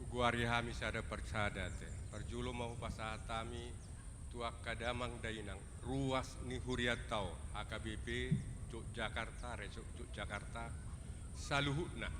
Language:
Batak Toba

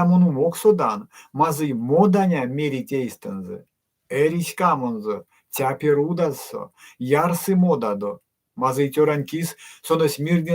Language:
Erzya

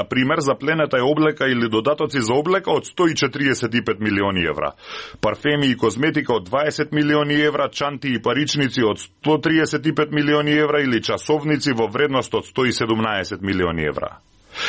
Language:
Macedonian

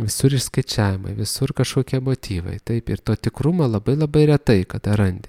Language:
Lithuanian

